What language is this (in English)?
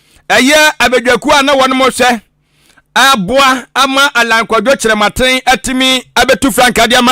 Akan